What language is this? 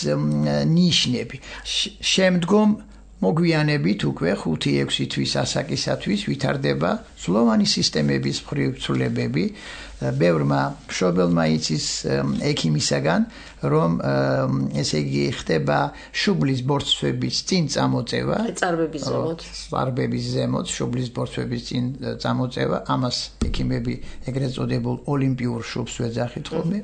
Georgian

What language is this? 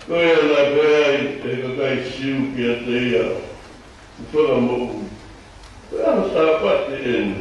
Tongan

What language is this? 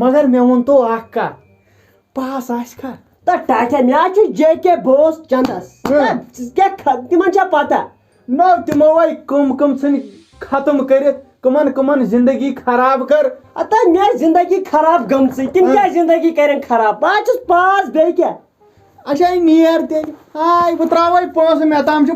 Kashmiri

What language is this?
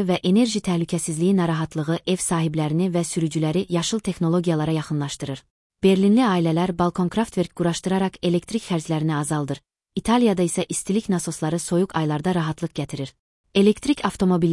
Azerbaijani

